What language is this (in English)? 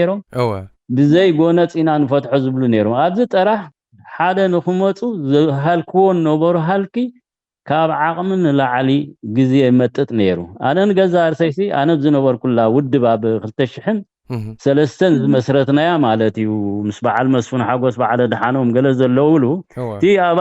Tigrinya